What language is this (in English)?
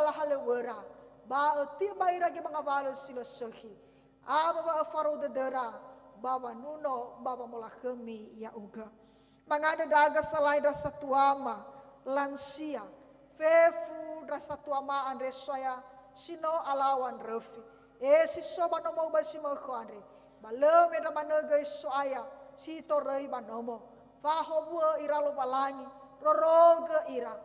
Nias